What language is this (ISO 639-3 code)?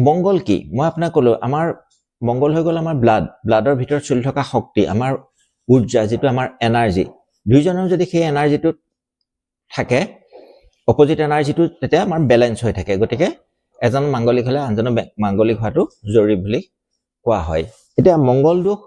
asm